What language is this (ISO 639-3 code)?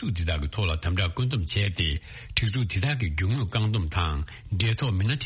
bod